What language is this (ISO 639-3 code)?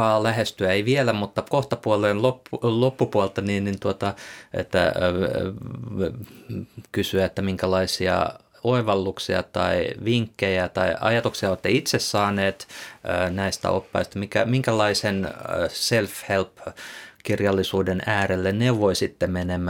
fin